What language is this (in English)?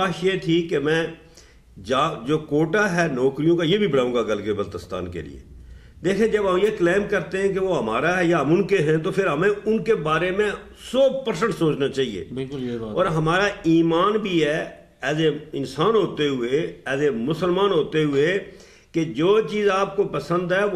Urdu